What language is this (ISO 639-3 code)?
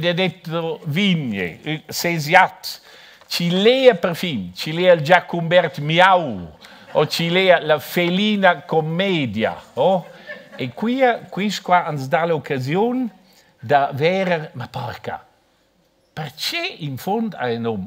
roh